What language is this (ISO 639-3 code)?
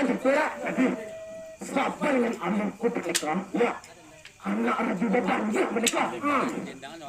min